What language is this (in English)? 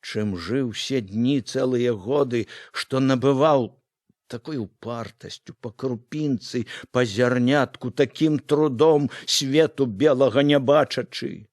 Belarusian